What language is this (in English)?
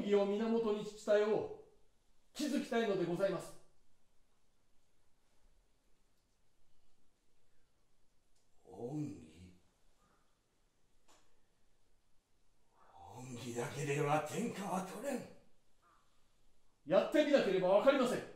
Japanese